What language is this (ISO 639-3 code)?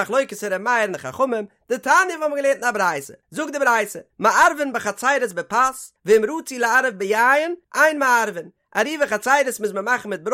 yid